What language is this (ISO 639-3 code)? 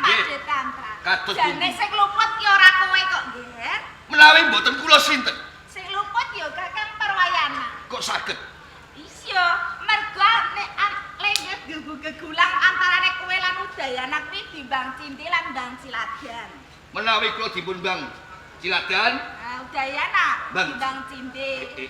jav